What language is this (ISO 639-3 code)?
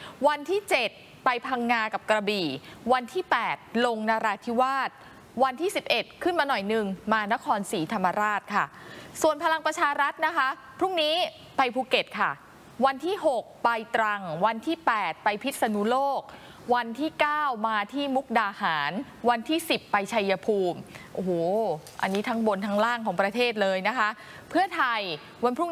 tha